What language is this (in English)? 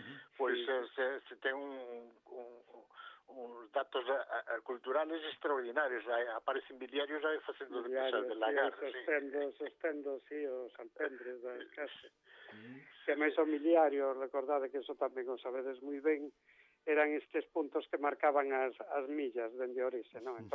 Galician